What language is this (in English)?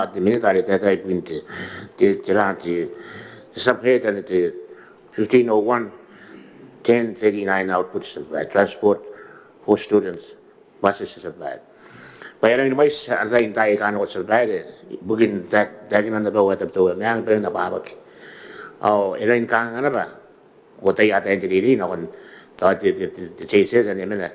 Gilbertese